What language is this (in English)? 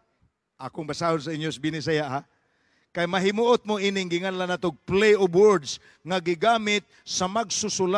Cebuano